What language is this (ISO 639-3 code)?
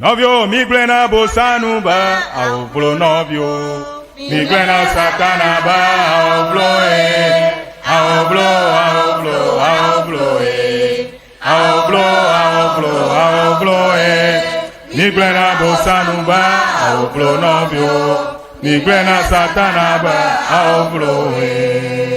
ewe